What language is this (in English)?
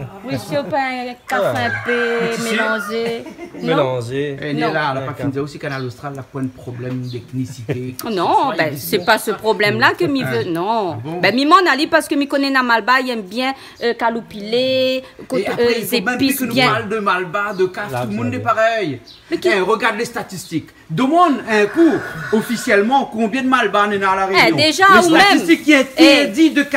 Réunion Creole French